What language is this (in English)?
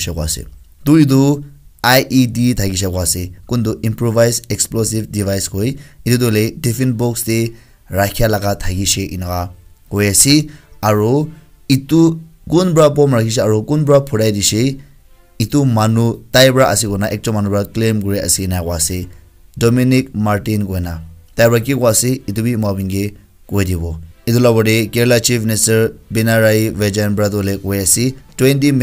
Naga Pidgin